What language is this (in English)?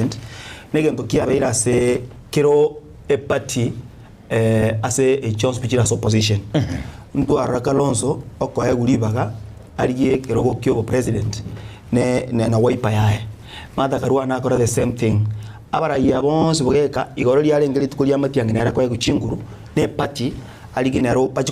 Gusii